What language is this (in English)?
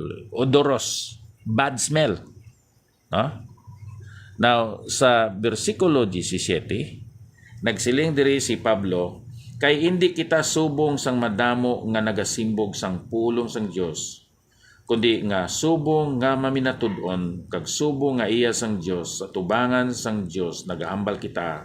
Hiligaynon